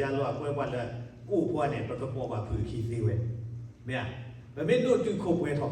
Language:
S'gaw Karen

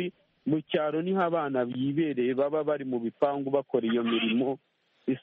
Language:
Kinyarwanda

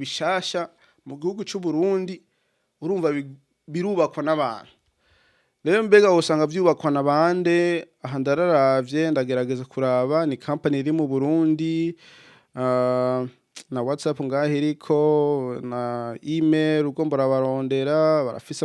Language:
Rundi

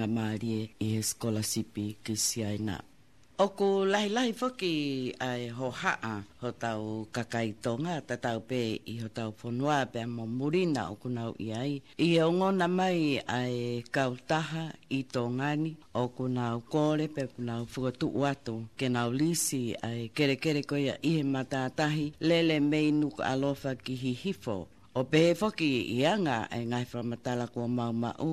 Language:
Tongan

